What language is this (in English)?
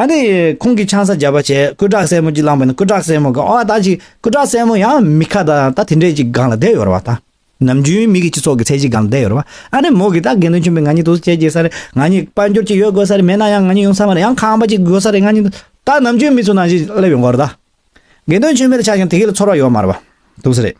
Tibetan